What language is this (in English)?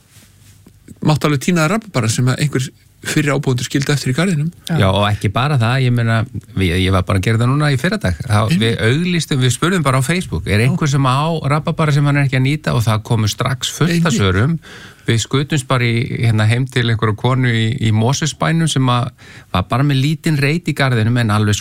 Icelandic